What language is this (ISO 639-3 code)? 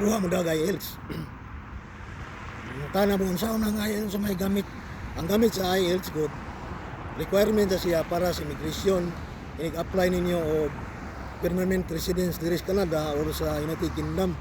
ceb